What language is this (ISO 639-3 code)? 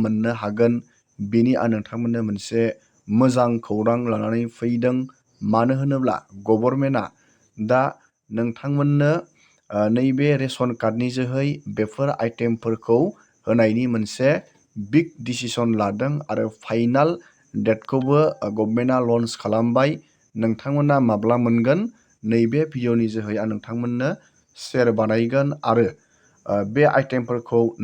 brx